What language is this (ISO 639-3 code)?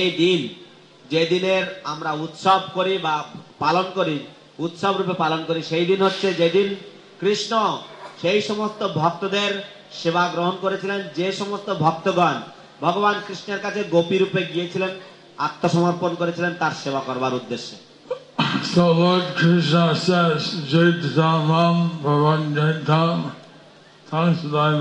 ben